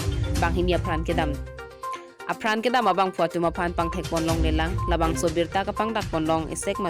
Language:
Karbi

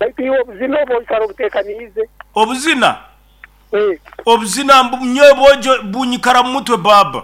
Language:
Nyoro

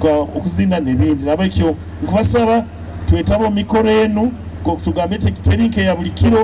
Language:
Nyoro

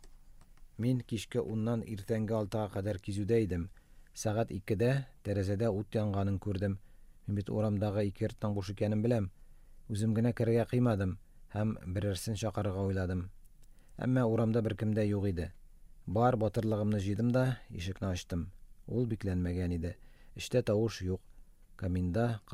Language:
Tatar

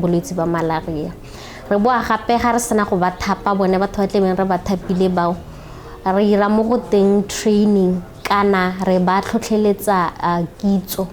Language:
Tswana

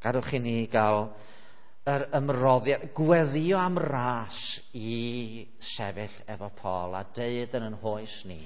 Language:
Welsh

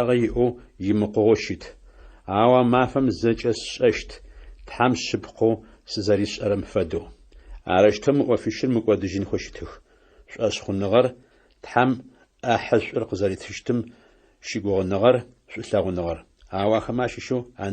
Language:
Adyghe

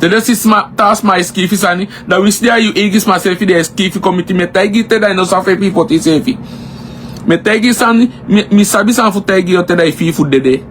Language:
Sranan Tongo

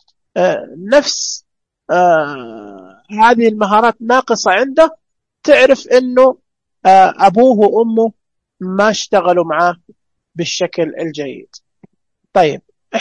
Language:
Najdi Arabic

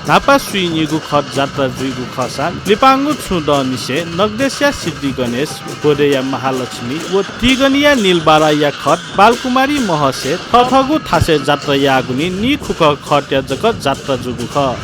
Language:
Newari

